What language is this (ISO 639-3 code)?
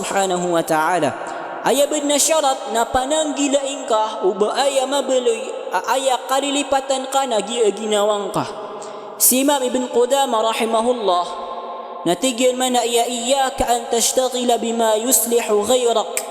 mrw